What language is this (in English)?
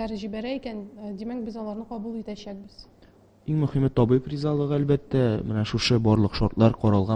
Tatar